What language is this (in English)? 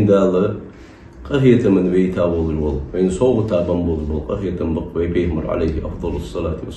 Ingush